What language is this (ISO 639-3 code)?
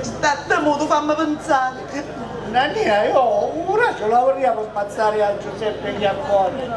scn